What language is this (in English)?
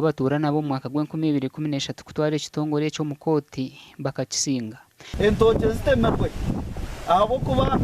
Nyankole